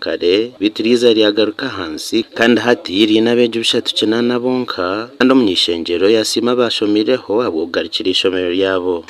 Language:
Nyankole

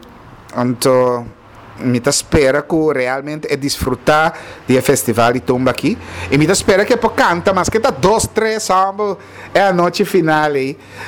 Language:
Papiamento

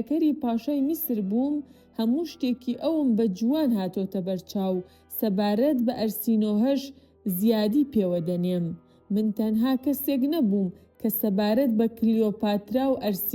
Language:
Central Kurdish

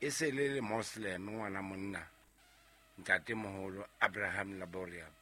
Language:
Southern Sotho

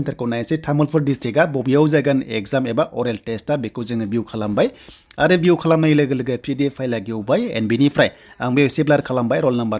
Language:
Bodo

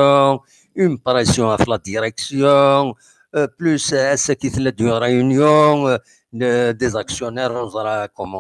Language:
Kabyle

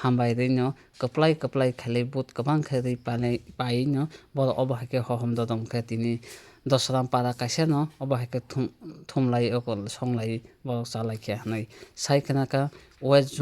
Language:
Kok Borok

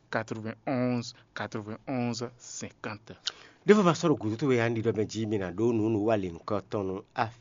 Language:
Fon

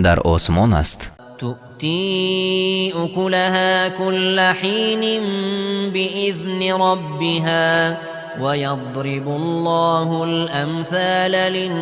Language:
Persian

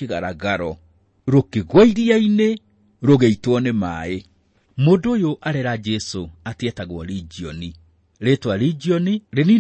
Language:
Kikuyu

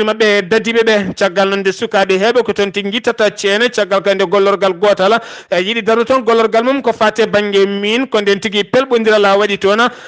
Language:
Fula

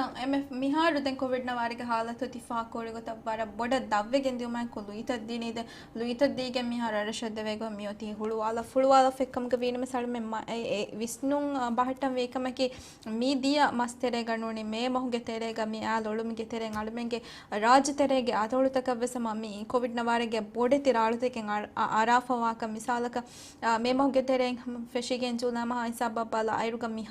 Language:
Divehi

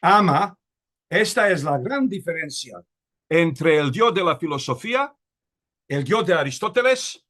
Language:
Ladino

